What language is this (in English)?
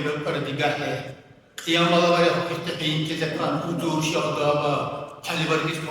Dargwa